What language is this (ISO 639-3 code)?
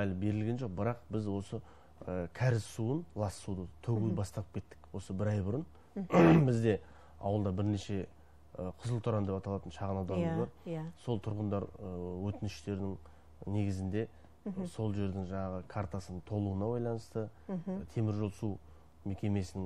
kaz